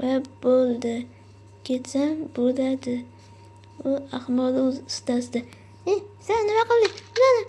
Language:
Uzbek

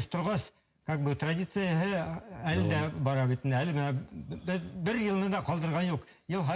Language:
Bashkir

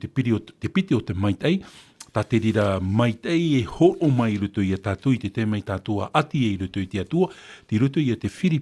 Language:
Tahitian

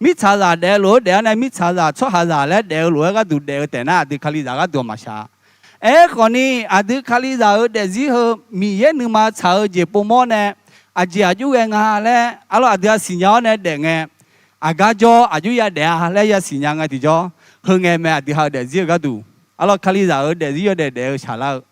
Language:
Akha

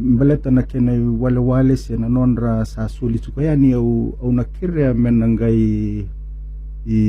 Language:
Fijian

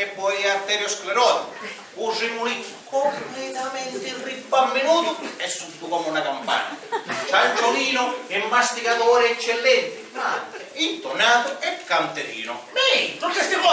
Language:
Sicilian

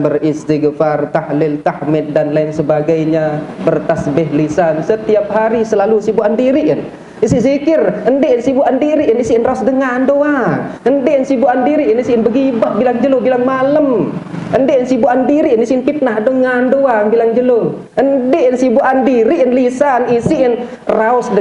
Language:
Sasak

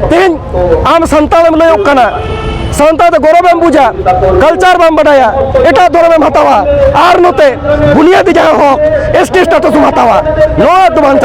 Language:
Santali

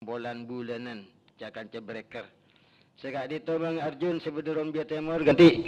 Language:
Madurese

